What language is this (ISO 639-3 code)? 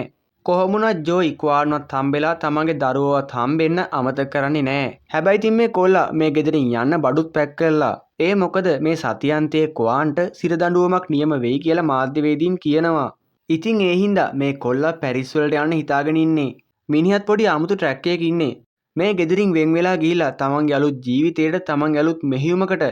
sin